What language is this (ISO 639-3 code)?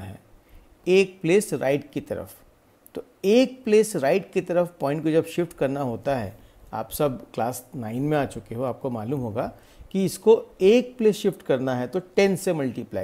hin